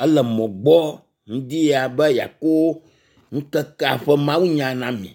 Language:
Ewe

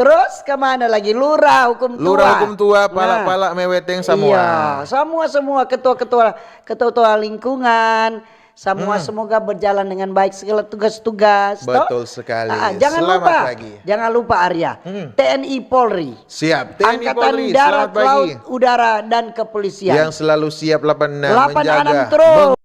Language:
Manado Malay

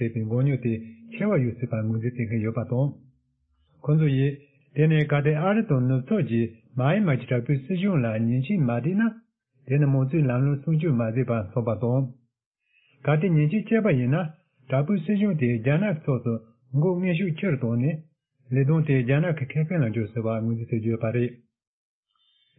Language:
Tibetan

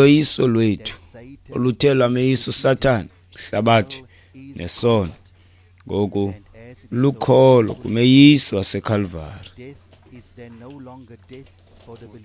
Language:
Xhosa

